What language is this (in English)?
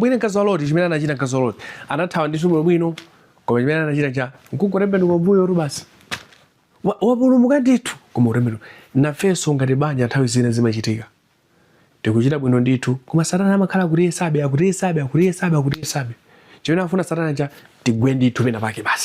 Nyanja